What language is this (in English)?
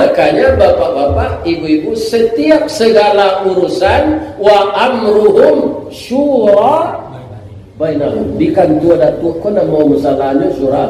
Minangkabau